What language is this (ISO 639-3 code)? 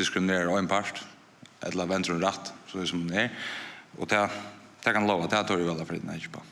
fao